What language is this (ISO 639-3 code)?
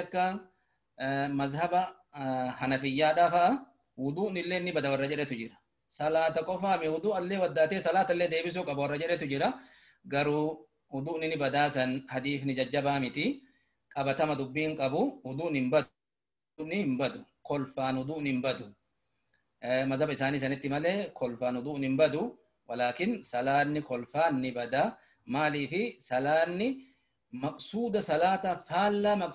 orm